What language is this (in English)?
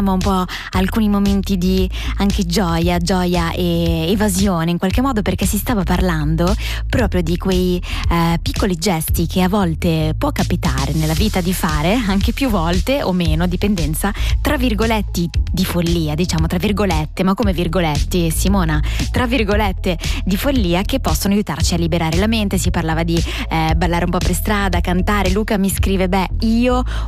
Italian